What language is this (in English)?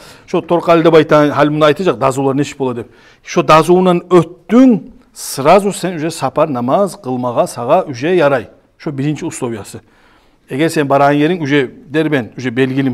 Kumyk